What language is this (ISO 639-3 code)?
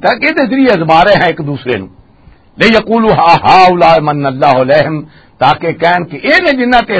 lah